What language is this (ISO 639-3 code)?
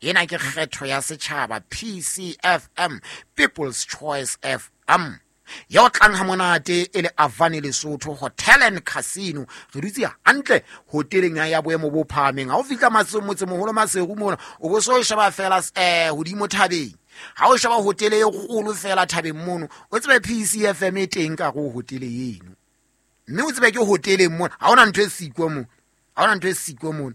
sot